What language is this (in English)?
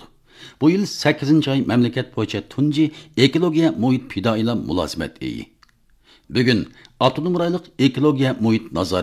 Uyghur